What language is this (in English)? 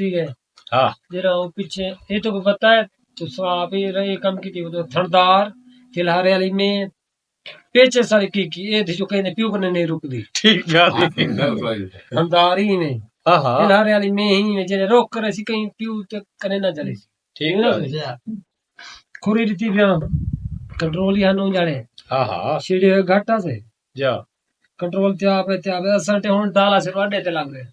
Saraiki